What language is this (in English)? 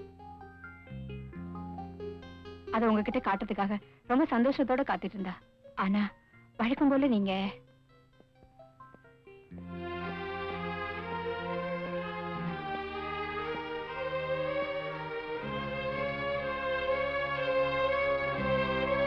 Tamil